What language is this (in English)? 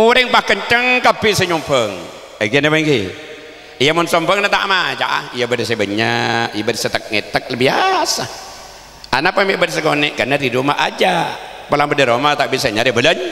Madurese